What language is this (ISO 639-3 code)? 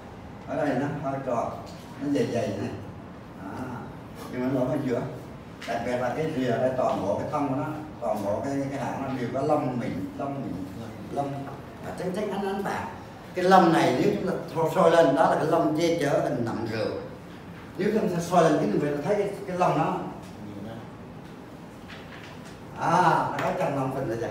vie